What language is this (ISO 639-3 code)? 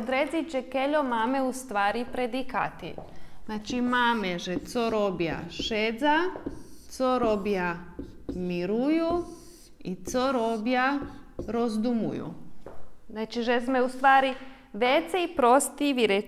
rue